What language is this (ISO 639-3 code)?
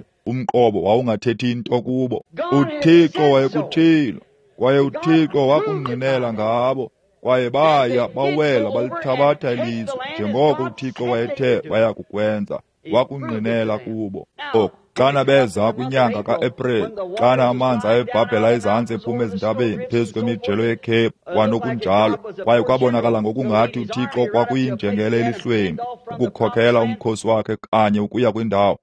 xho